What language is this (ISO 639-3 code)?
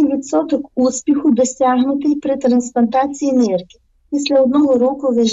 ukr